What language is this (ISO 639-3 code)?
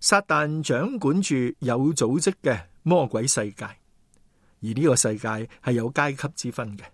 yue